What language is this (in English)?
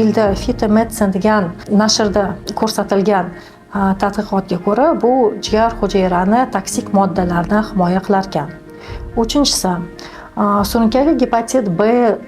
Uzbek